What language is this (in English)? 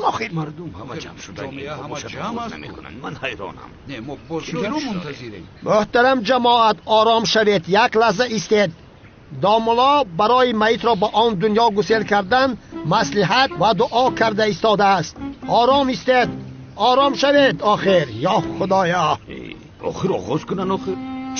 Tajik